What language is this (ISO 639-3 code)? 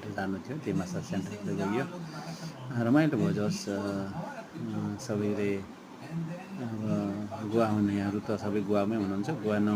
nep